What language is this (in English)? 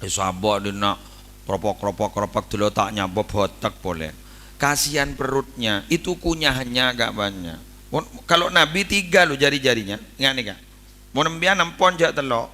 Madurese